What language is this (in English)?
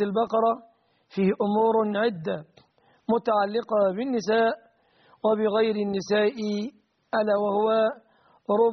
Arabic